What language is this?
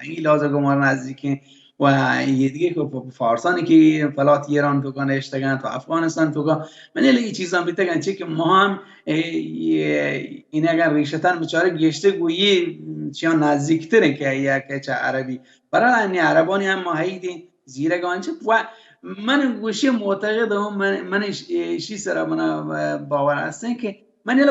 Baluchi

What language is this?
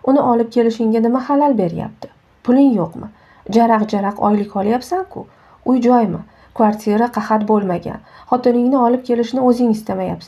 Uzbek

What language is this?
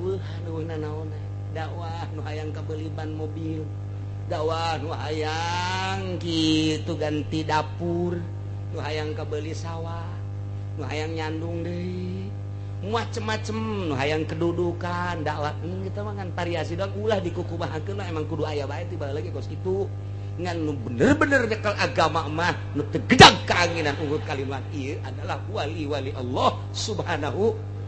Sundanese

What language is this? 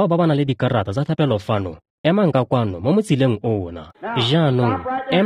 Tswana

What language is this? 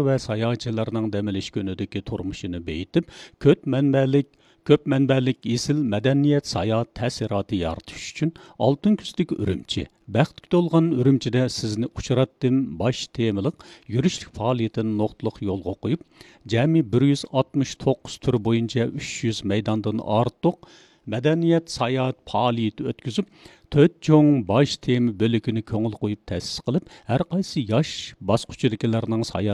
Uyghur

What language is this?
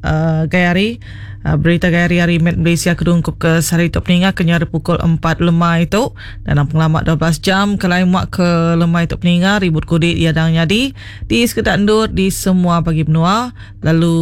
Iban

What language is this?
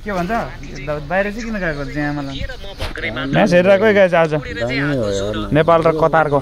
Nepali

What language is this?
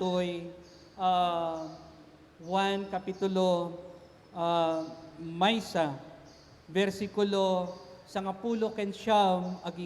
Iloko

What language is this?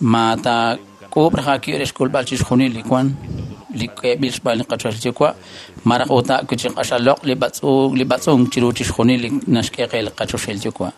Kekchí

